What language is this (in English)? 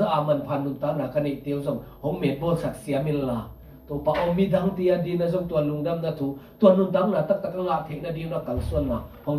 Tedim Chin